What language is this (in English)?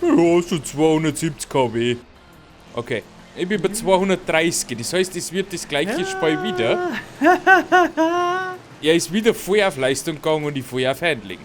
Bavarian